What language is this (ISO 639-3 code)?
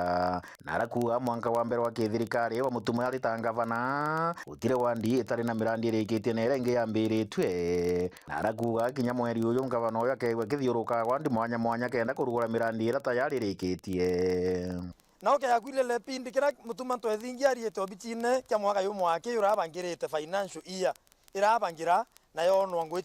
mer